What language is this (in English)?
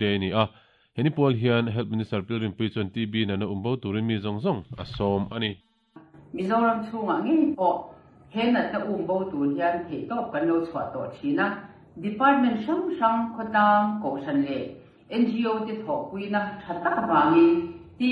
Mizo